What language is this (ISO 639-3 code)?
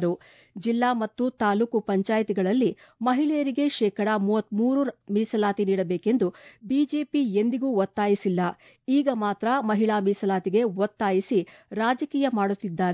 kan